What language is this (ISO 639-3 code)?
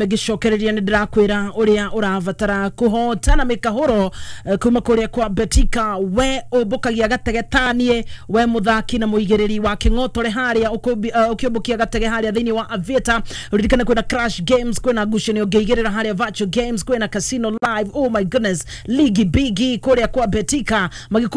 kik